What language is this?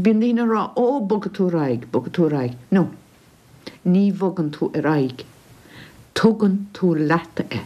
Irish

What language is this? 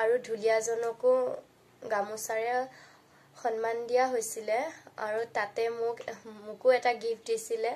Assamese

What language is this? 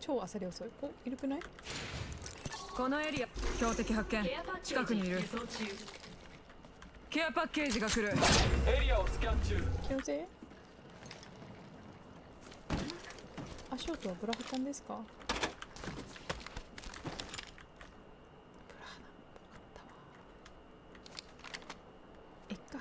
Japanese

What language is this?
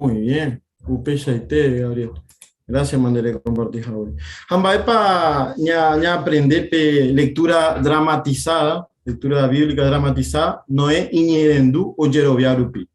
Guarani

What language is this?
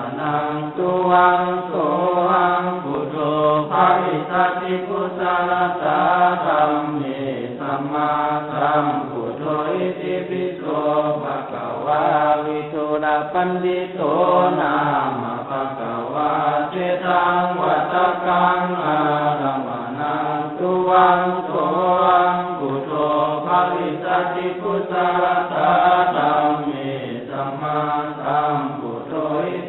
Pali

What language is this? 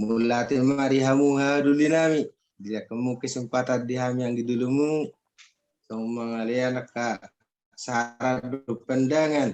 Batak Toba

